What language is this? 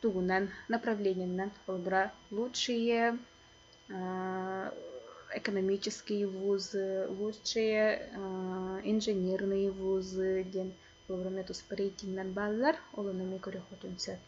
Yakut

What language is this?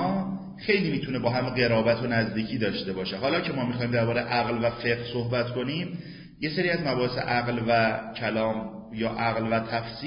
Persian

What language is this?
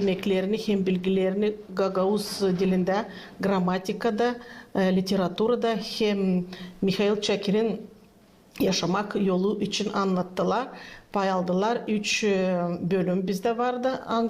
Gagauz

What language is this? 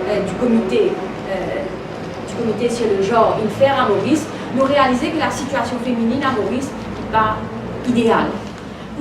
Morisyen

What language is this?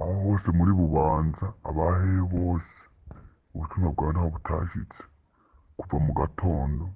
Rundi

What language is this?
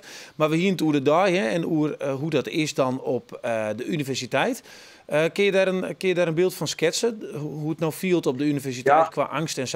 Western Frisian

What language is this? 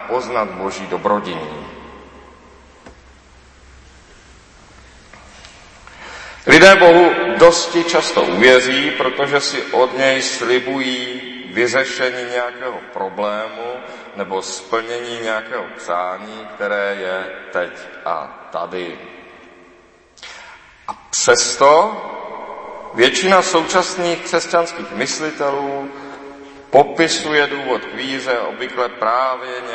Czech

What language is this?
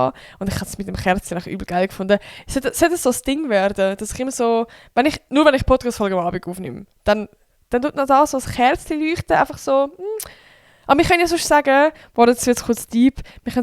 Swiss German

